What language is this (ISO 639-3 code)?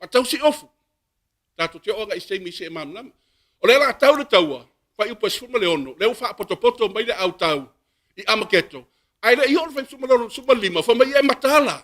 smo